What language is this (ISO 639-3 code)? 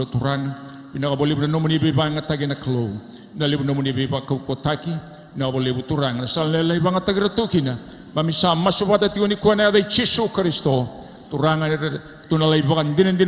fij